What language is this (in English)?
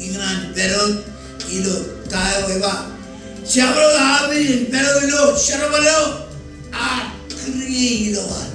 Marshallese